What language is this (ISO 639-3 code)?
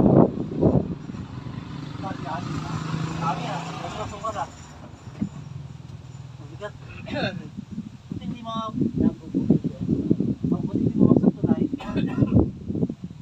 fil